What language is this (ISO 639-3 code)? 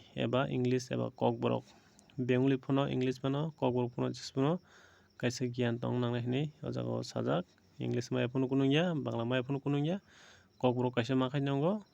trp